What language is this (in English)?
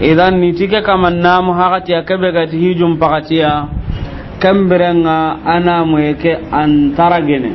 Soninke